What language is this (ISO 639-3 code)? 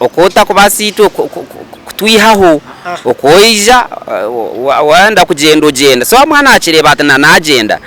nyn